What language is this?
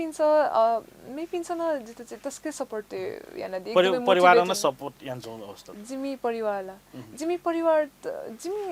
Newari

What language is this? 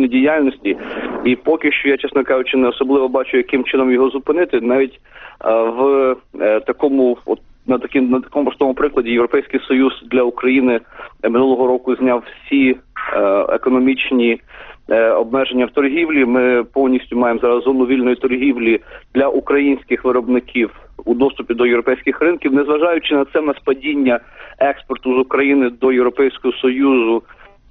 Ukrainian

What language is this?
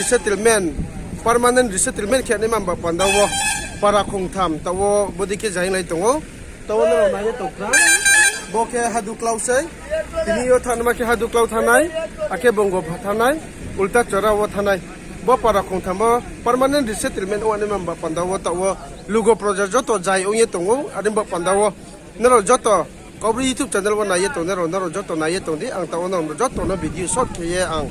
Riang (India)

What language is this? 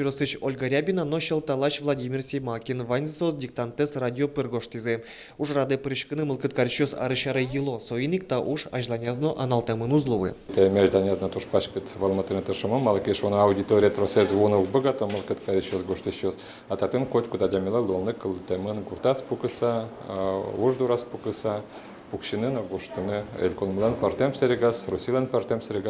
Udmurt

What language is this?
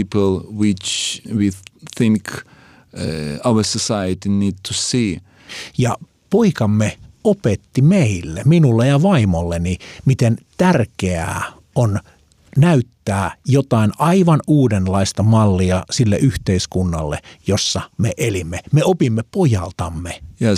Finnish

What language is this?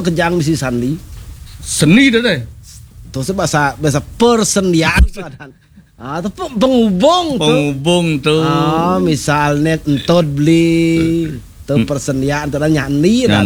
Balinese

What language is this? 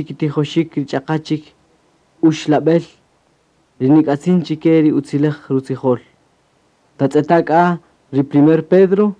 Kaqchikel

